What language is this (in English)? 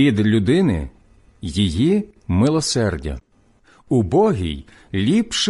Ukrainian